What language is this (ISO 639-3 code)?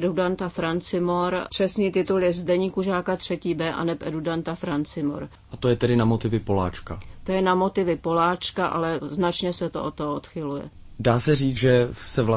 ces